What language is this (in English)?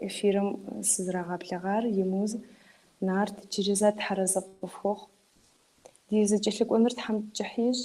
Kabardian